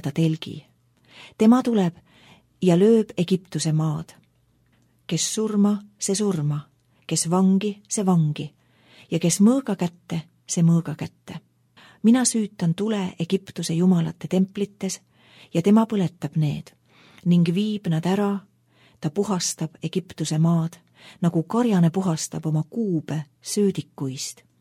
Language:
Estonian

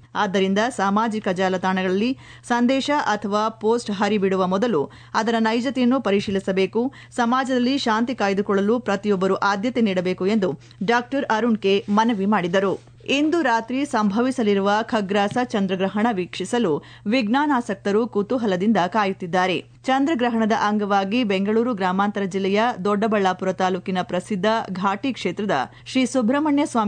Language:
Kannada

